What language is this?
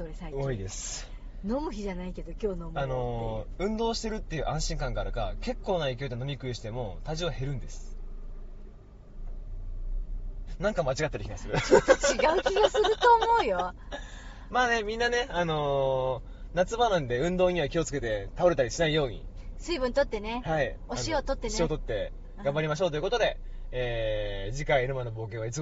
Japanese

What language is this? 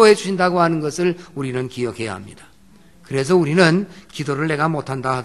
Korean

